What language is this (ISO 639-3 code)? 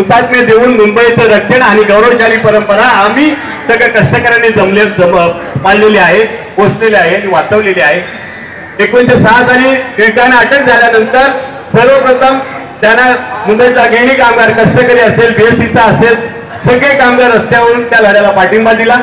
mar